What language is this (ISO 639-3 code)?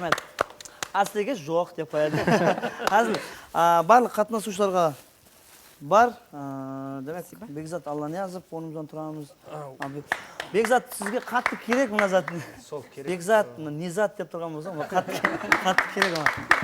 kaa